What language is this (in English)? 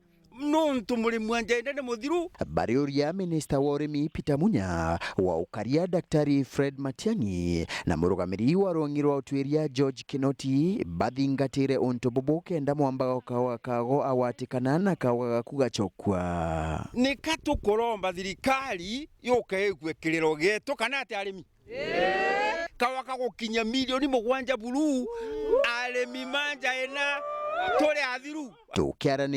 Meru